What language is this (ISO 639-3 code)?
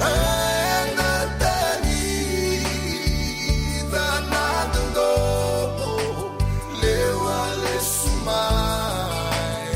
fij